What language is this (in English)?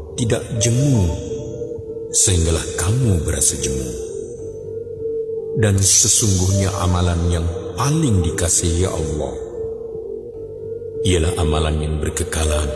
Malay